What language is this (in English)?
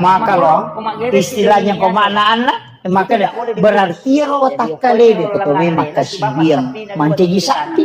Buginese